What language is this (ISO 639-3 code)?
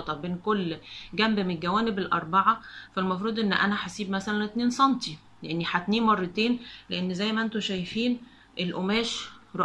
arz